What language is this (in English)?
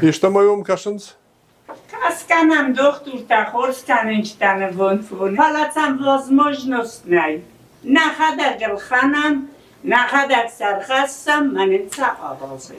Ossetic